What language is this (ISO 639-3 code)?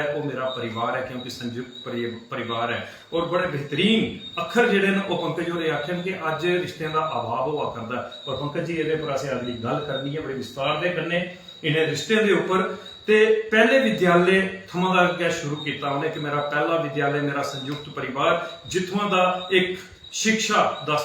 doi